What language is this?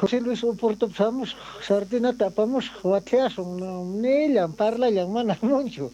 South Bolivian Quechua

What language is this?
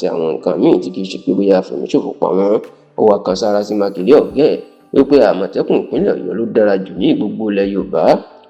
Yoruba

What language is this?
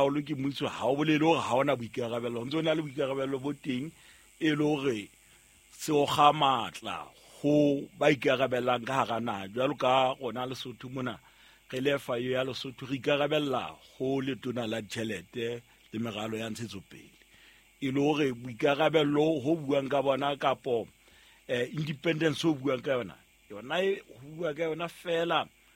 Southern Sotho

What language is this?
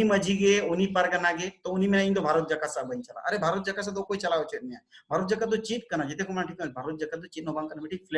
Santali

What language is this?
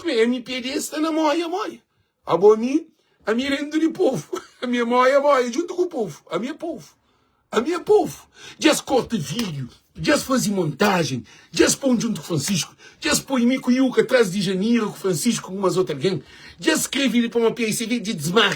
Kabuverdianu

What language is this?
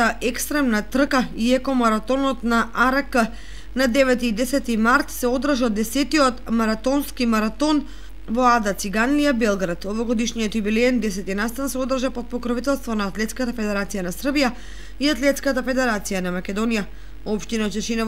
Macedonian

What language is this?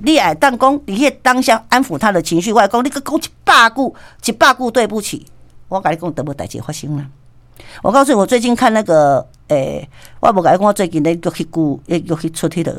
Min Nan Chinese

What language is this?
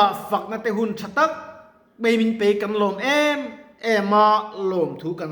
Mizo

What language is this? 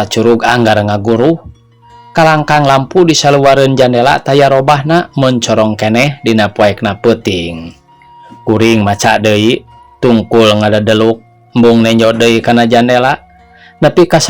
Sundanese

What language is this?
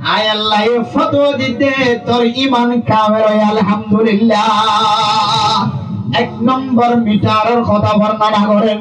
Rohingya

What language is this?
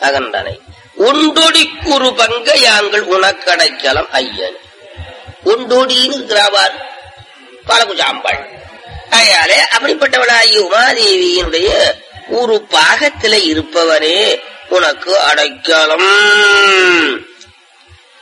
Tamil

